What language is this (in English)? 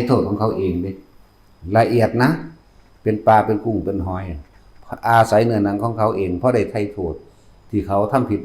Northeastern Thai